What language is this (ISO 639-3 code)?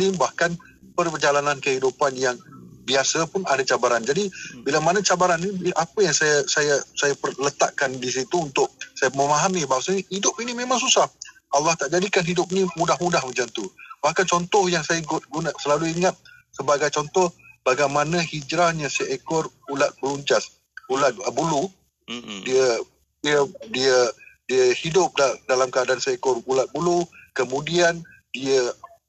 msa